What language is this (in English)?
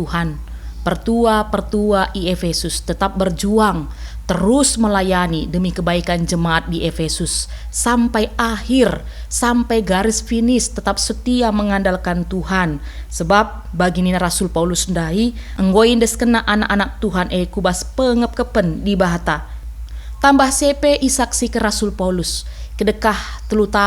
Batak Karo